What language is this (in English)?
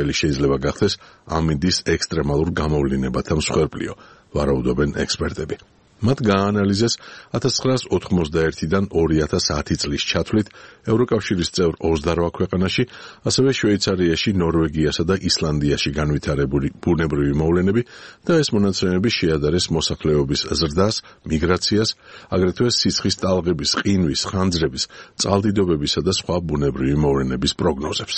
Georgian